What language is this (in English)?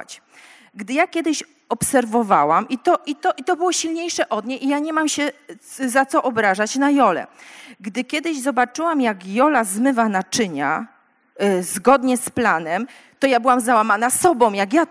Polish